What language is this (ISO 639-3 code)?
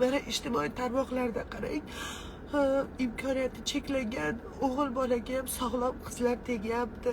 uzb